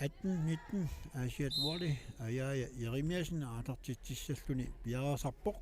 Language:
Kalaallisut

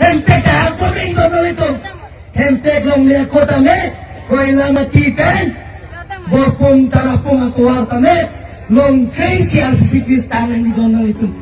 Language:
Karbi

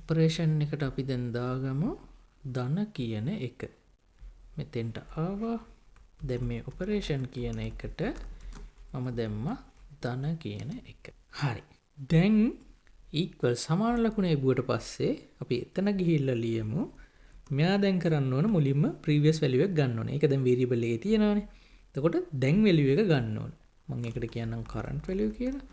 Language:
Sinhala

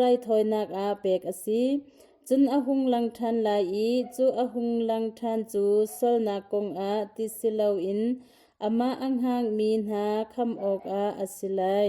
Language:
Hakha Chin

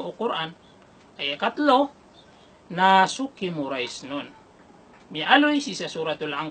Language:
Maranao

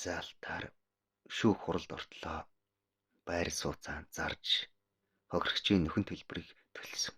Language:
Mongolian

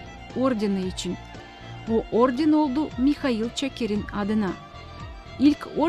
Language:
Gagauz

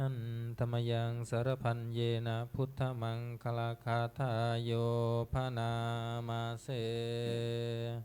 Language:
Pali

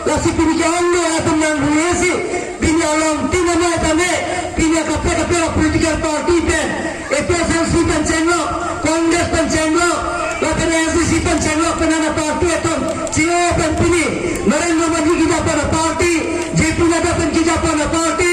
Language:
Karbi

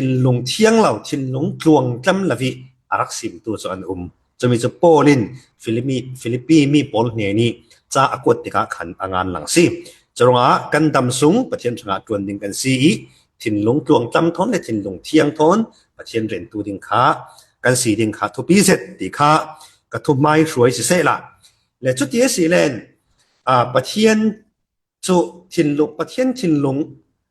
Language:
Falam Chin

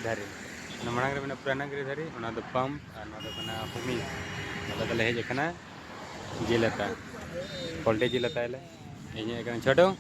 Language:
Santali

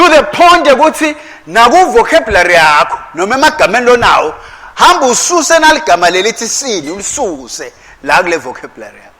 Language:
Swati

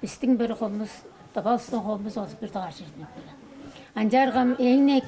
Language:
Tuvinian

